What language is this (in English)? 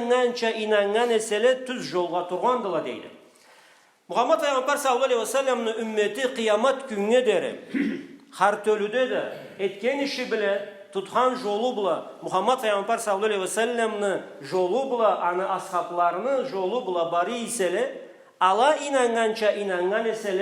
Karachay-Balkar